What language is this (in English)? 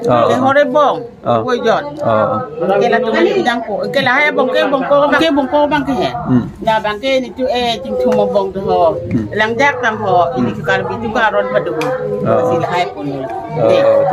Karbi